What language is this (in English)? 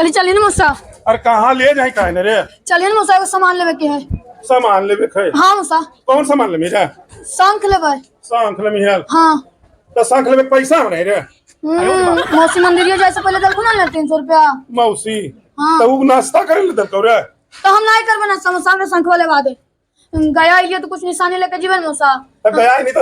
Magahi